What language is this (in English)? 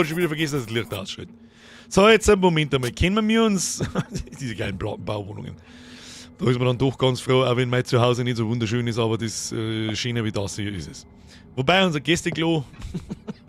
Bavarian